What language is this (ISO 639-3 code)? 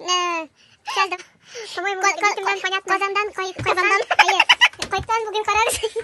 tat